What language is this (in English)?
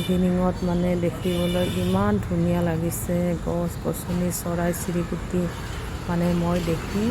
Assamese